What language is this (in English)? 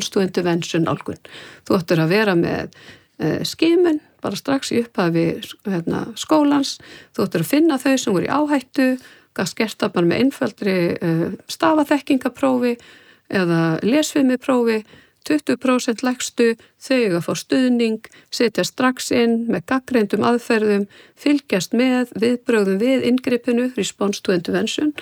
Icelandic